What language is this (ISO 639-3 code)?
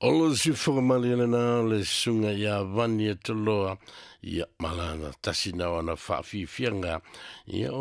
smo